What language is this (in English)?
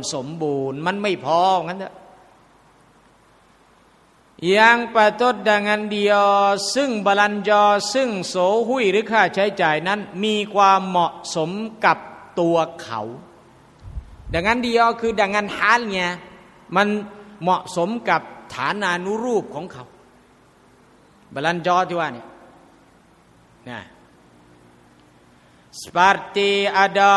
Thai